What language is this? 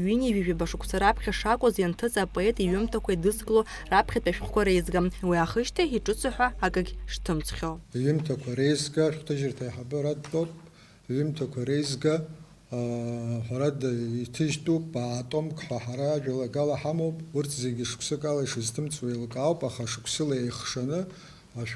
Abkhazian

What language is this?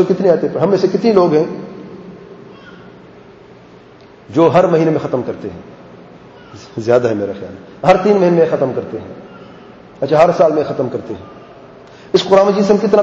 Urdu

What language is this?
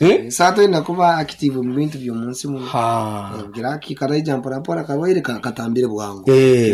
Nyankole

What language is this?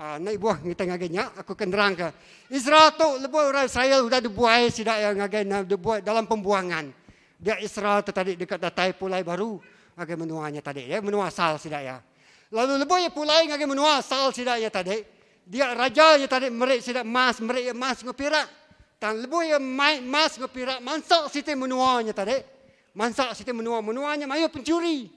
Iban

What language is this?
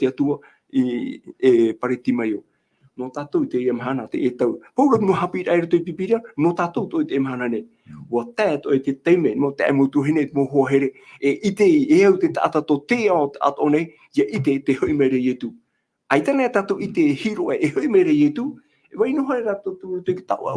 Tahitian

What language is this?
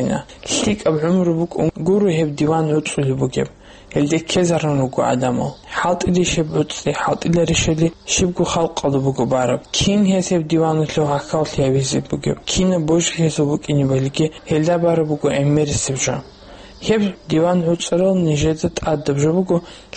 Avaric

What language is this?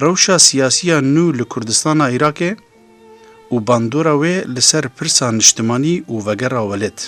Kurdish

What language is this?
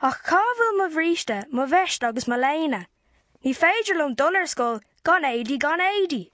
Irish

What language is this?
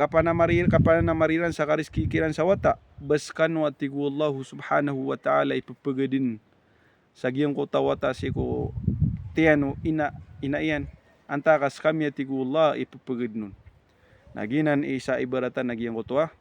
Maranao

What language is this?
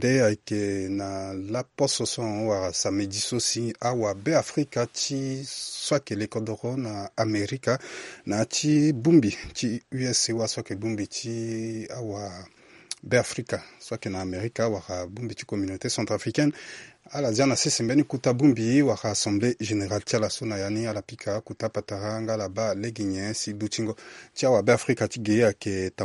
Sango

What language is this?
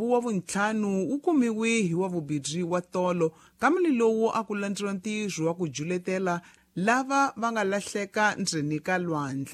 Tsonga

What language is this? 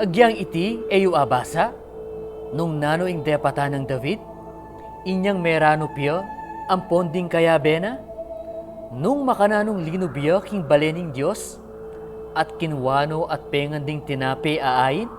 Pampanga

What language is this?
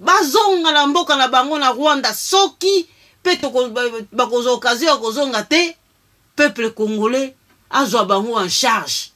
Lingala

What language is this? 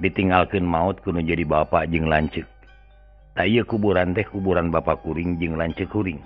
Sundanese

